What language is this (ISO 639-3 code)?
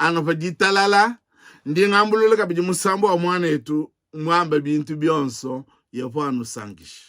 lua